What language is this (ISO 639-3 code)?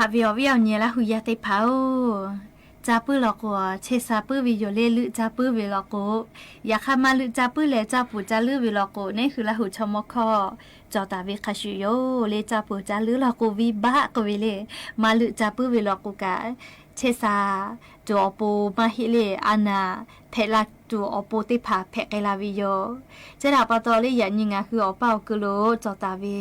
lhu